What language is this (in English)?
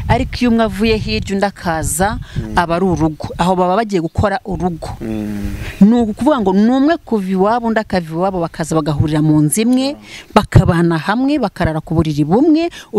Kinyarwanda